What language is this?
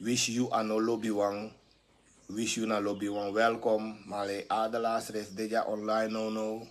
Sranan Tongo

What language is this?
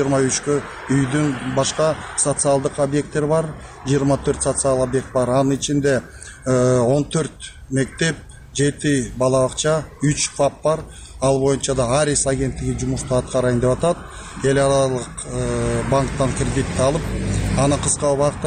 Kyrgyz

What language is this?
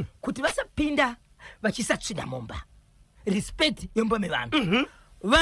Shona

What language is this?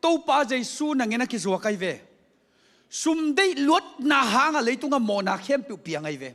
Tedim Chin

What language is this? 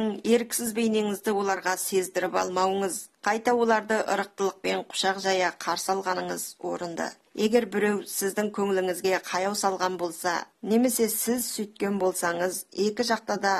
Kazakh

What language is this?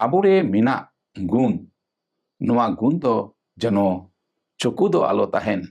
Santali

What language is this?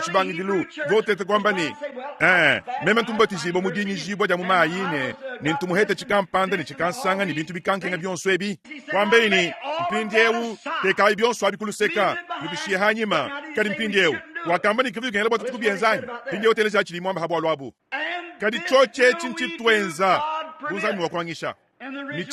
Luba-Lulua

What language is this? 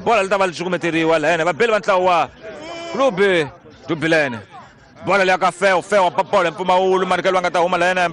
Tsonga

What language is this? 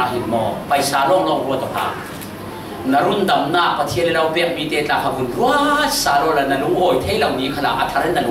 Falam Chin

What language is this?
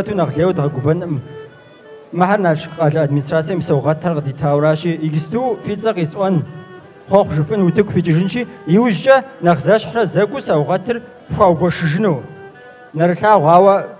Kabardian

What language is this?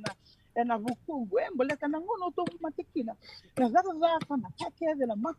Fijian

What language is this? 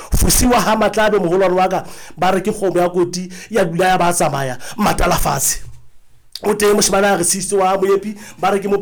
Southern Sotho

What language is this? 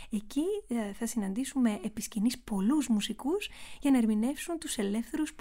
Greek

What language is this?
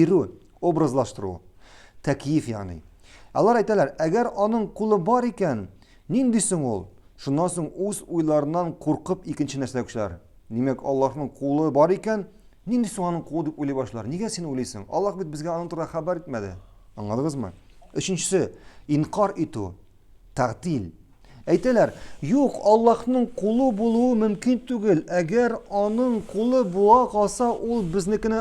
Tatar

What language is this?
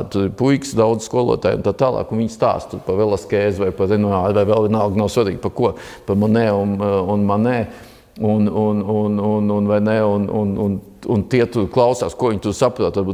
Latvian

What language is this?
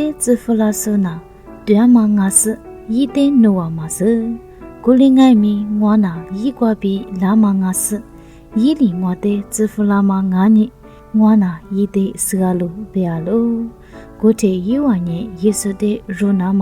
Lisu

